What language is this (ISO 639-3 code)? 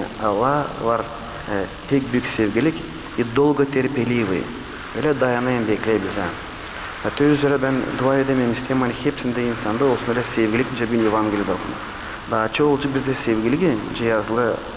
gag